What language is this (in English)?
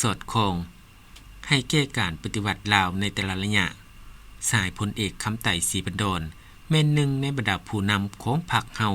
Lao